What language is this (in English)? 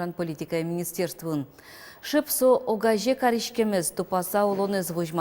Udmurt